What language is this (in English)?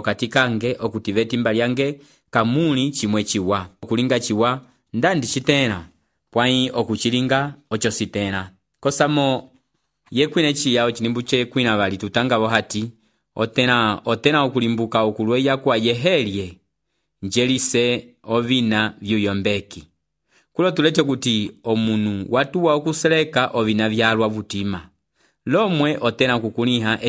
Umbundu